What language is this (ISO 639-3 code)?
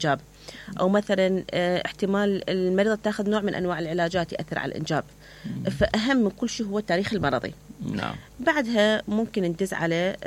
acm